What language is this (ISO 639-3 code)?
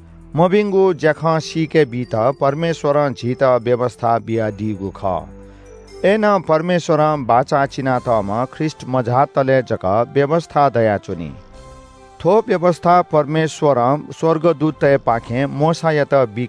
new